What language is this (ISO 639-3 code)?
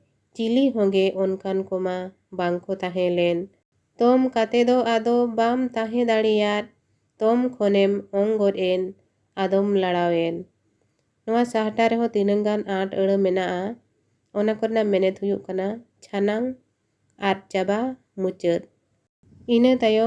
sat